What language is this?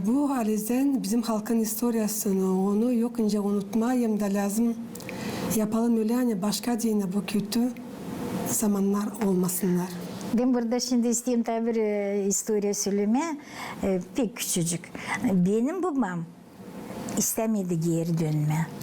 Gagauz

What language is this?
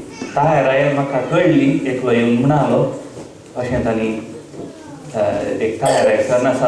Konkani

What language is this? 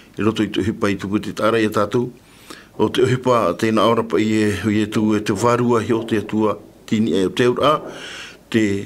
Tahitian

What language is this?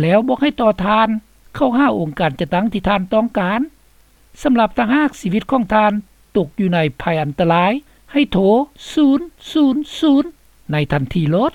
Lao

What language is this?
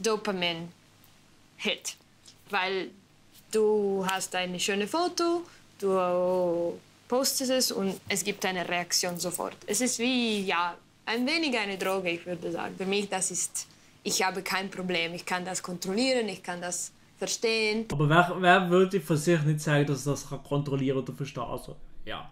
Swiss German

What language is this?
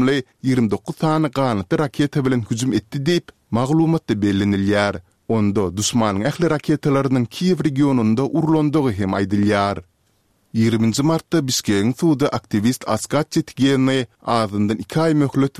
Turkmen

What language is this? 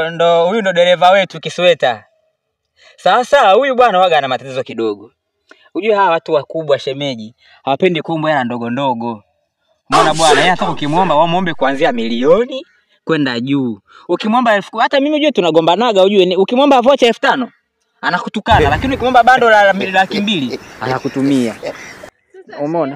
Swahili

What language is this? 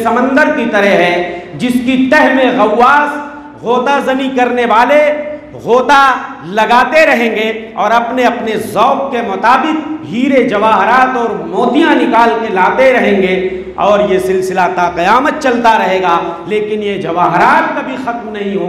Urdu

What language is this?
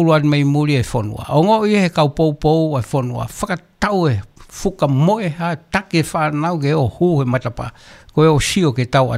Tongan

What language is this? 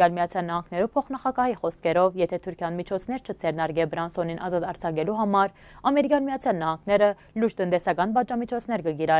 Western Armenian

